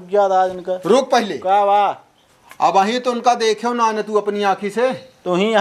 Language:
Awadhi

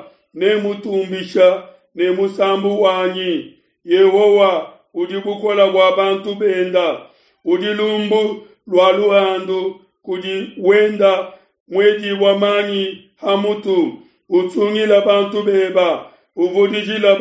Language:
Luba-Lulua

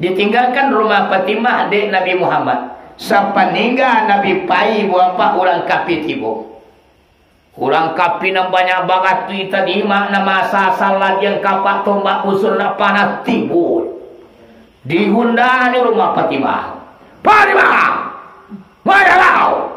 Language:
Minangkabau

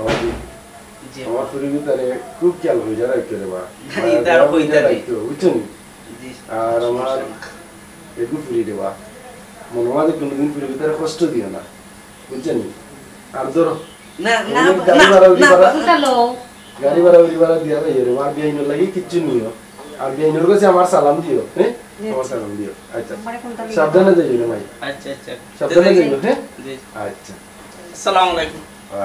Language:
Sylheti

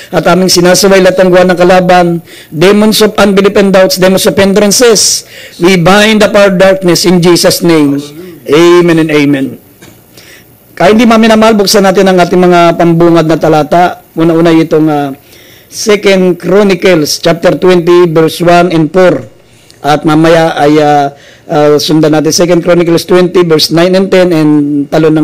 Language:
Filipino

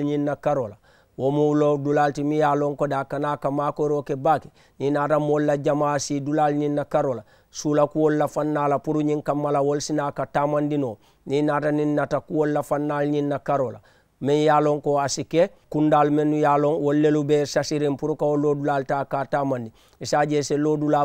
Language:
Mandingo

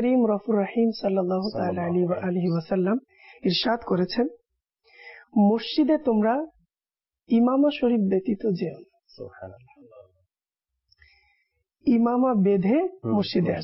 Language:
Bangla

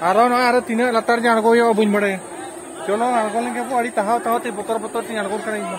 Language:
Santali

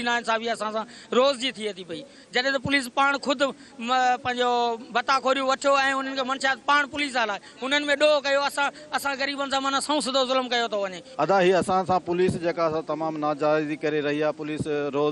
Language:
Sindhi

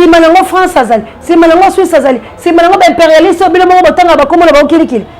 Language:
Lingala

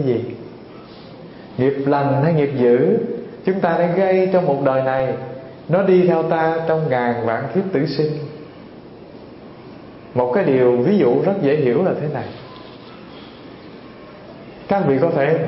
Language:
Vietnamese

